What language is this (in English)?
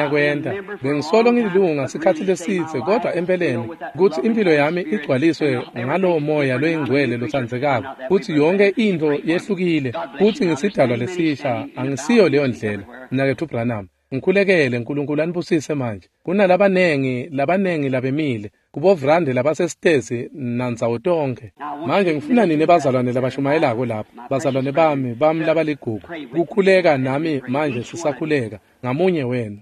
Swati